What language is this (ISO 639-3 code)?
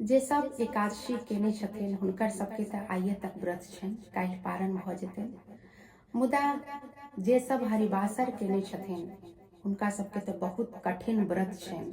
mai